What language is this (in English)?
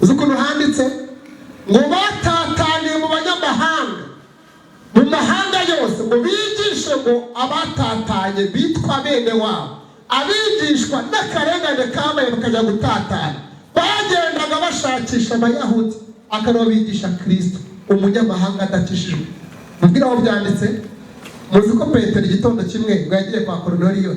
Kinyarwanda